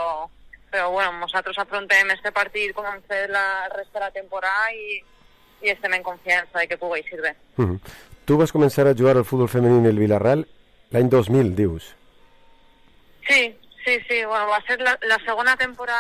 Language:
Catalan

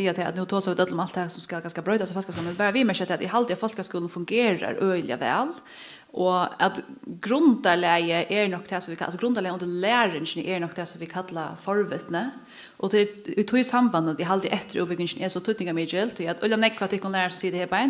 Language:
Faroese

